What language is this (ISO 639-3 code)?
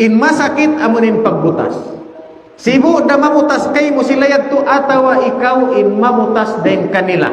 tsg